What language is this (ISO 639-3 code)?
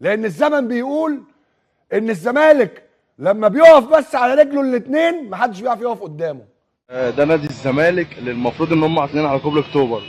arz